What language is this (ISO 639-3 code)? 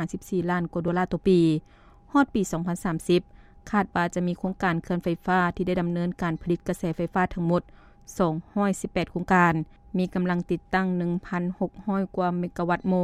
lao